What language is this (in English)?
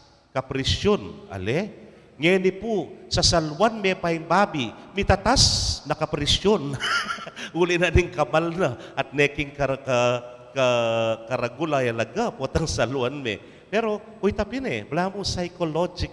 Pampanga